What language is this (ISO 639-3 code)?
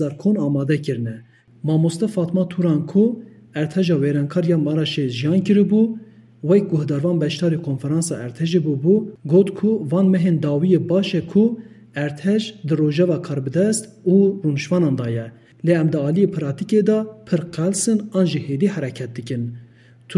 kur